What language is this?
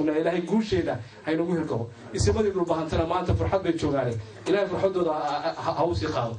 Somali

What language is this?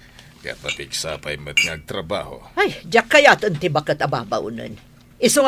Iloko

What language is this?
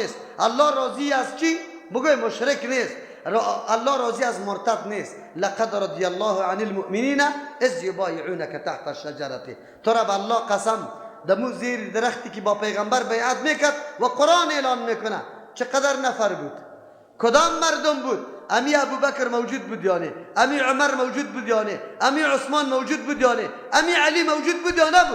Persian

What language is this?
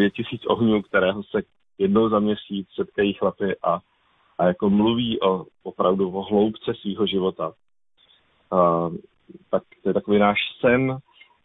Czech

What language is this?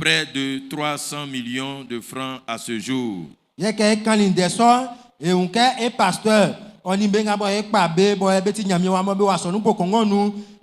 Baoulé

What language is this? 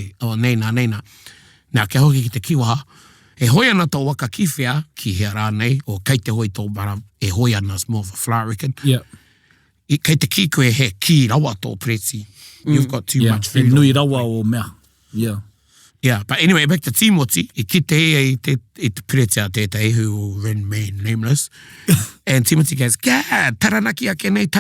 Māori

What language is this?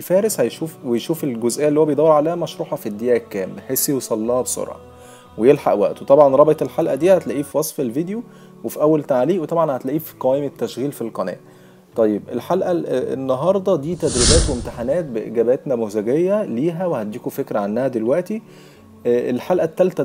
Egyptian Arabic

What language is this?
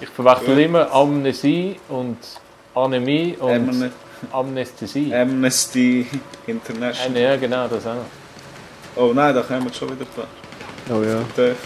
Swiss German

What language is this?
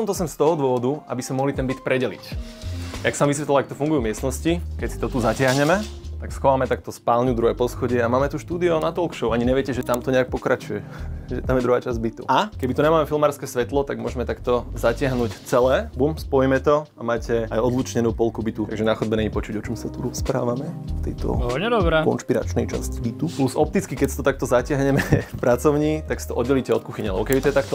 Slovak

